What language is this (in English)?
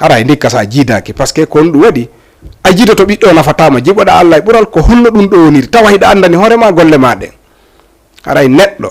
Fula